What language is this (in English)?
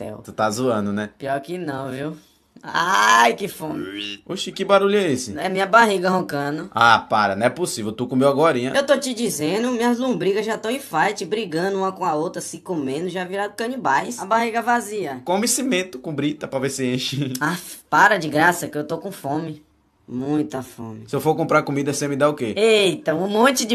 Portuguese